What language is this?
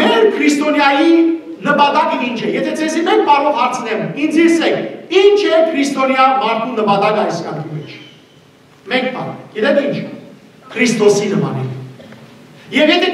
Western Armenian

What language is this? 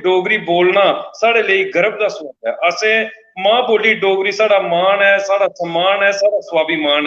Dogri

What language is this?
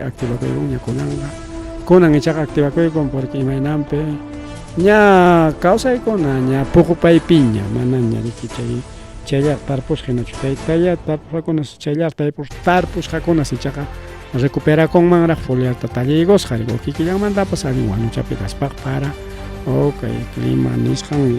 Ayacucho Quechua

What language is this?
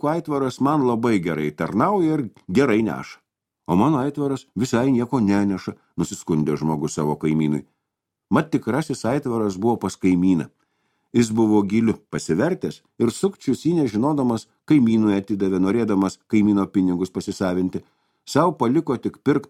Lithuanian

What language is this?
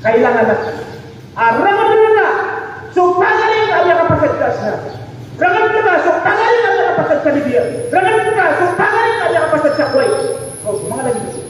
Maranao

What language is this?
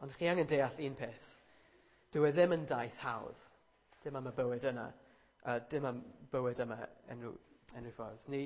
Welsh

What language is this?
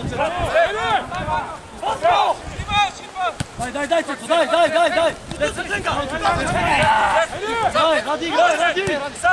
Bulgarian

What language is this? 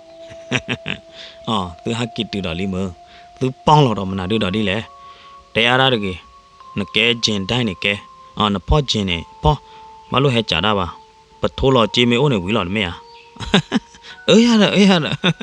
S'gaw Karen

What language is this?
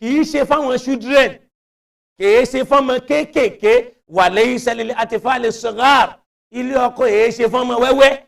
Yoruba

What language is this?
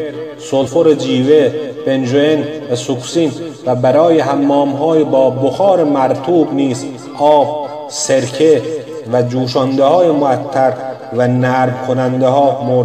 Persian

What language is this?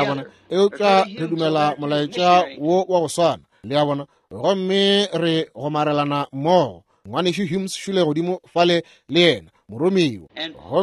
Northern Sotho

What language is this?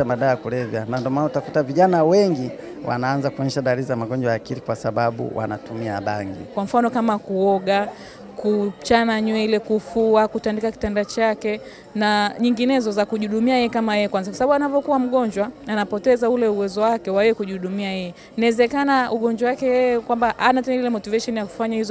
Swahili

